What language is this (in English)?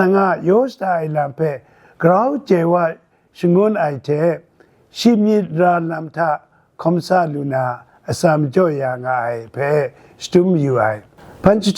Kachin